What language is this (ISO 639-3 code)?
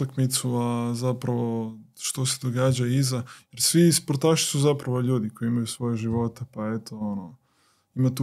hrv